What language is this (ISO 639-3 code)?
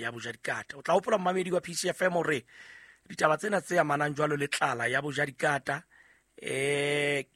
sot